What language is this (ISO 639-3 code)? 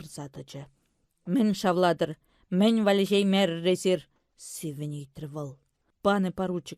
chv